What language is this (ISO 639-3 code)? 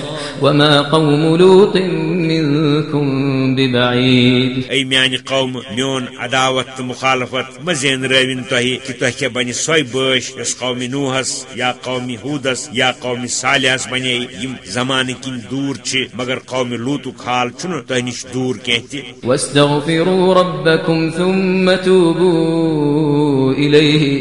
kas